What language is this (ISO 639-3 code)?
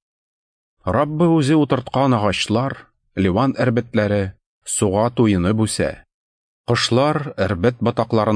tat